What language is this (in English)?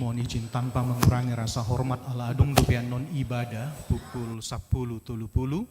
Batak Toba